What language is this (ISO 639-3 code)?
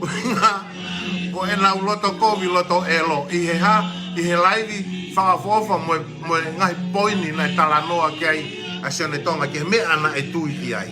ton